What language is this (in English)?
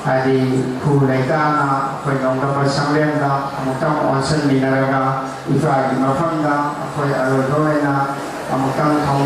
Manipuri